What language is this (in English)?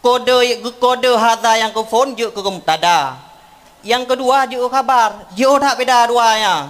Achinese